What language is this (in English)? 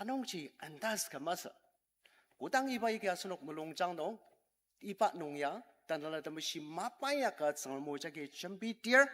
Ao Naga